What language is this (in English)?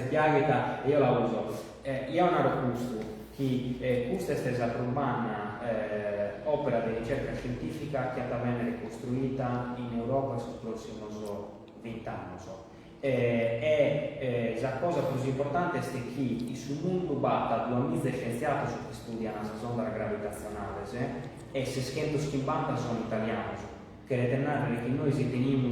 Sardinian